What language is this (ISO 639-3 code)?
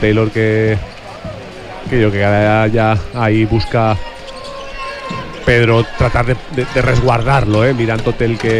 cat